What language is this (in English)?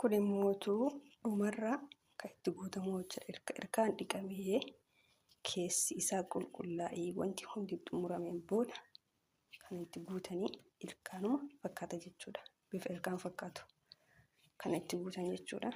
Oromo